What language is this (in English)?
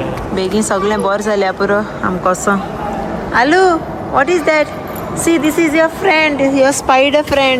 Konkani